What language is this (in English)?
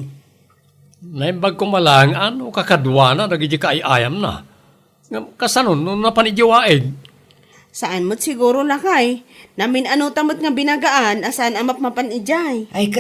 Iloko